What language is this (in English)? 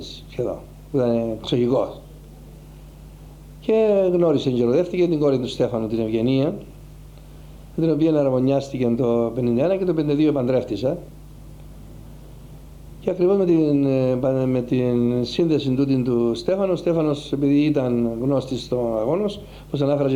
Greek